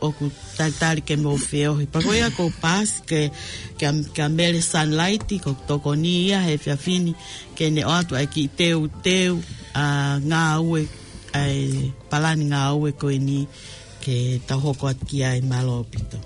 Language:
Tongan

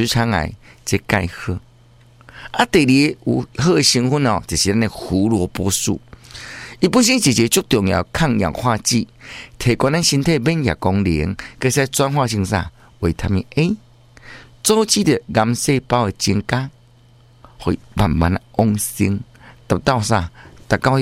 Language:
Min Nan Chinese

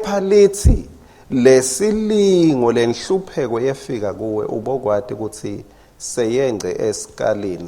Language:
Swati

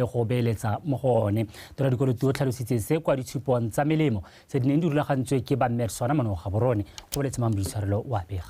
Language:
Tswana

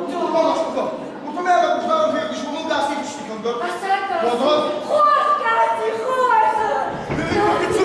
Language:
Ossetic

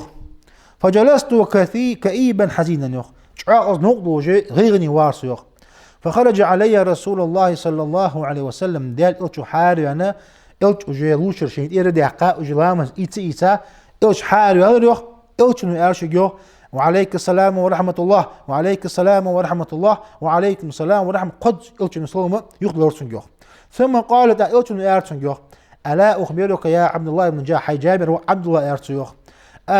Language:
Ingush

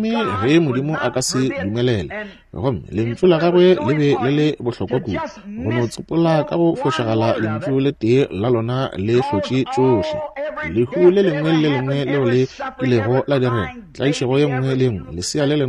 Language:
Northern Sotho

